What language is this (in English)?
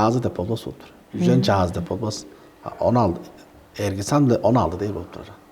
Tuvinian